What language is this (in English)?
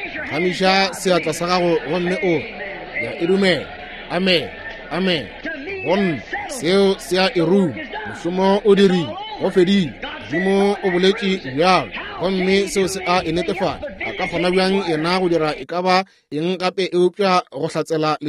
Northern Sotho